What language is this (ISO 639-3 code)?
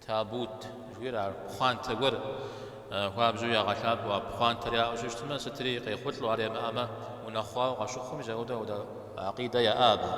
kbd